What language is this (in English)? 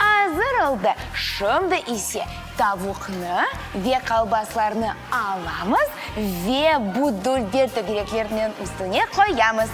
Crimean Tatar